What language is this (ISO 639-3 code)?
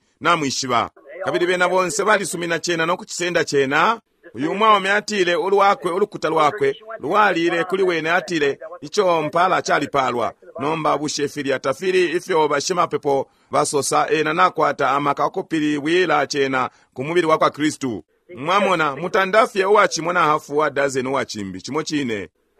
bem